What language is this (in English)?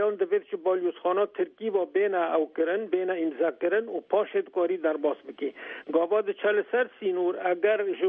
Kurdish